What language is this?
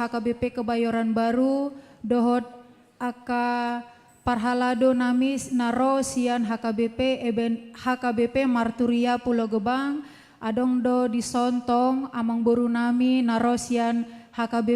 Batak Toba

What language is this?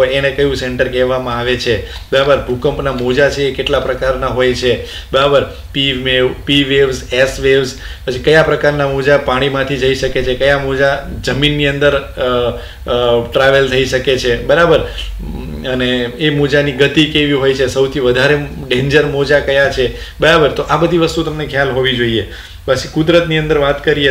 Gujarati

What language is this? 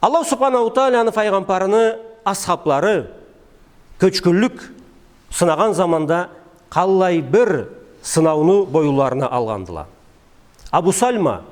Karachay-Balkar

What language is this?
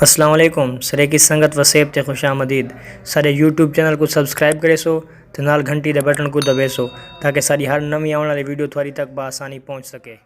Saraiki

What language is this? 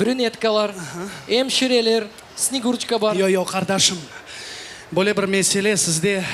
Crimean Tatar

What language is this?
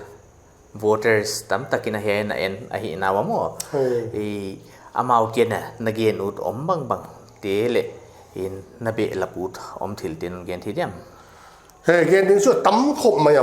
Paite Chin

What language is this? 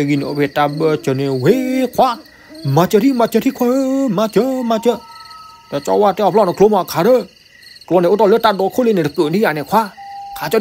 S'gaw Karen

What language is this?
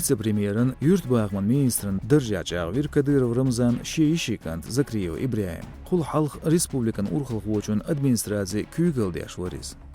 Chechen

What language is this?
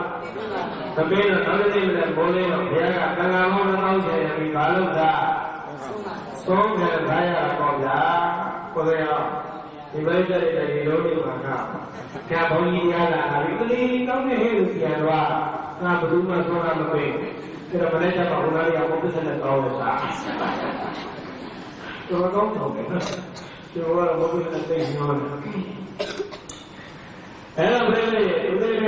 Burmese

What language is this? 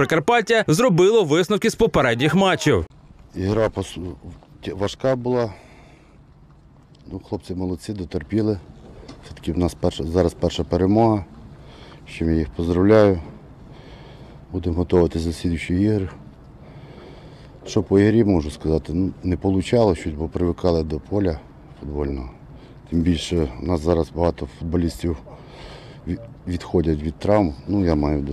Ukrainian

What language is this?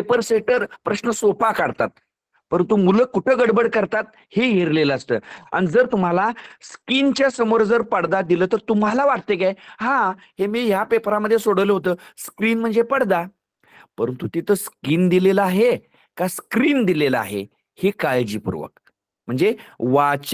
Marathi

